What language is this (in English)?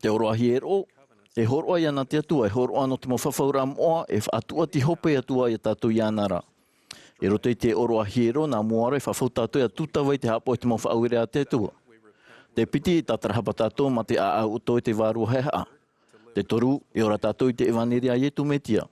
Tahitian